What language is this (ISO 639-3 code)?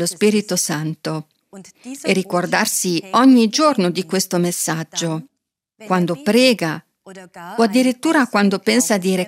ita